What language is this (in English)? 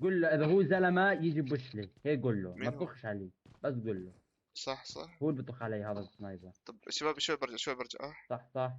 North Levantine Arabic